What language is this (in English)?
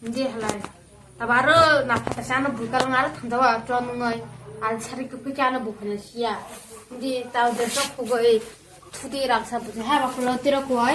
Kok Borok